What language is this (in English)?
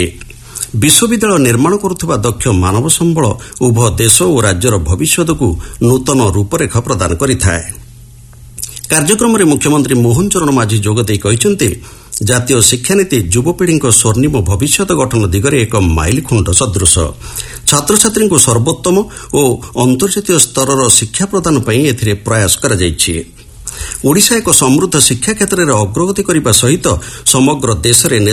Odia